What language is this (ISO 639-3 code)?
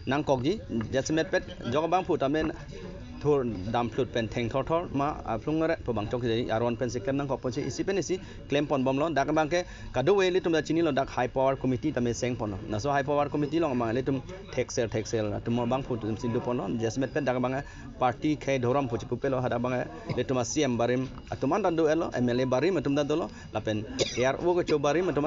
mjw